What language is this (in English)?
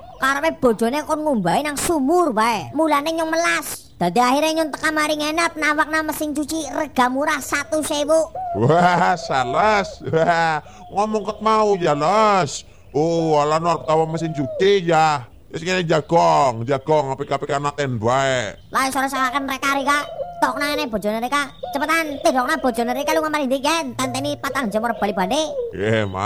Javanese